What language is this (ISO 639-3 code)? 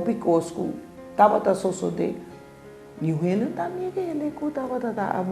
pap